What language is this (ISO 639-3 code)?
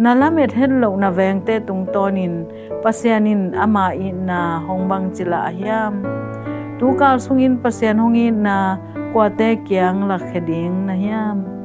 ctd